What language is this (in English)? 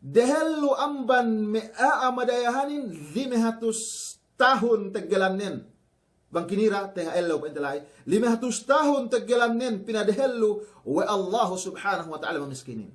Yakan